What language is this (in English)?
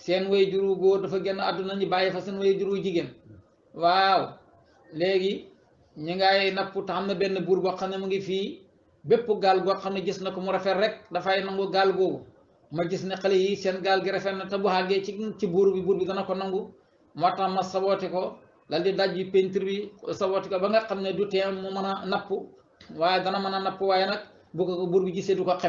Wolof